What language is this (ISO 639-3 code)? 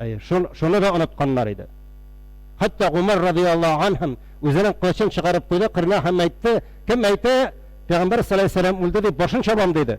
tat